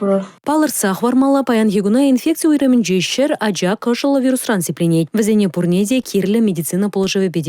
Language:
Chuvash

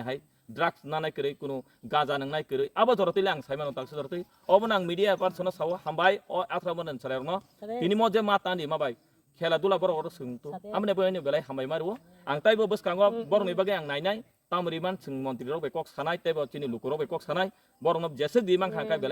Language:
Kok Borok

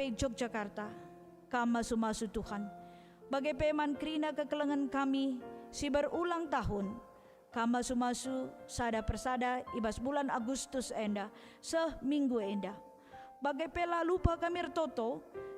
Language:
Batak Karo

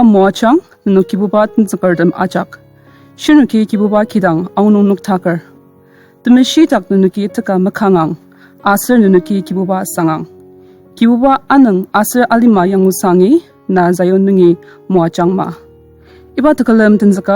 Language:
Ao Naga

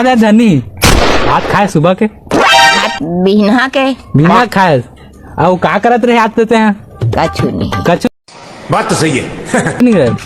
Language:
Chhattisgarhi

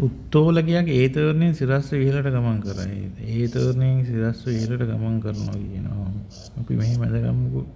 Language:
Sinhala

